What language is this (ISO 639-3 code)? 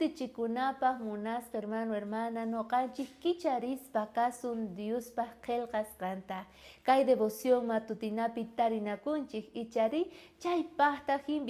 quh